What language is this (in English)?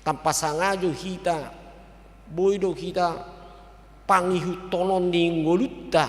Batak Toba